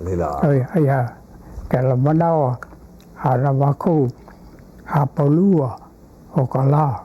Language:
Hawaiian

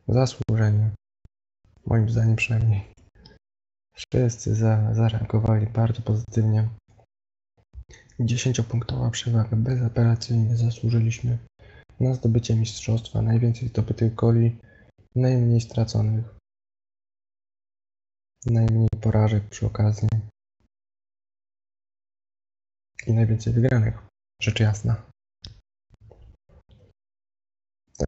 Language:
Polish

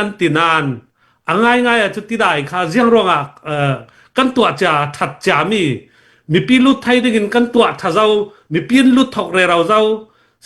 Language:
Falam Chin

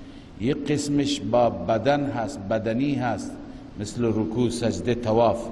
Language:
Persian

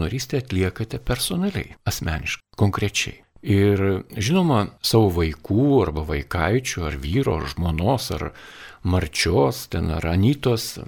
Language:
Lithuanian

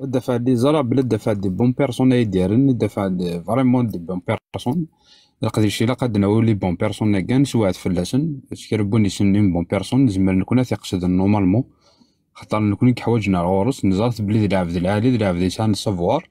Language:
Kabyle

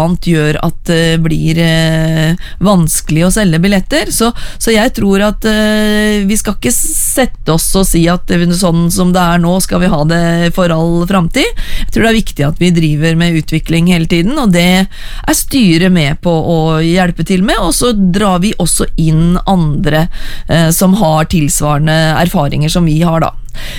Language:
Norwegian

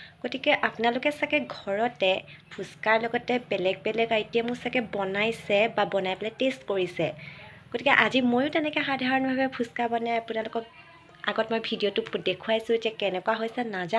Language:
Assamese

